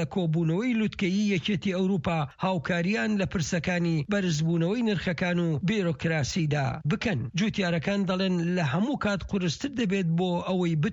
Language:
Central Kurdish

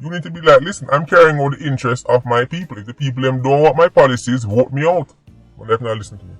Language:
Jamaican Creole English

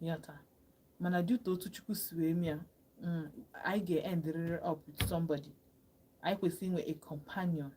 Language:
Igbo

